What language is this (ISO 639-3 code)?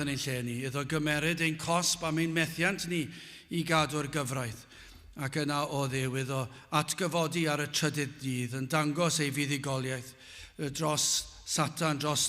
cym